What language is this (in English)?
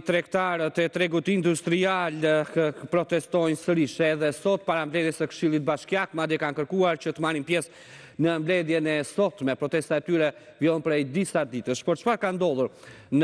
Albanian